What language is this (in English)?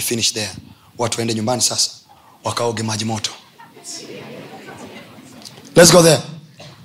Swahili